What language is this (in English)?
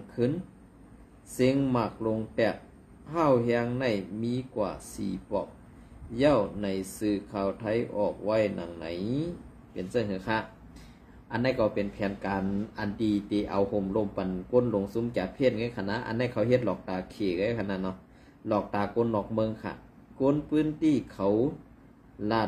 Shan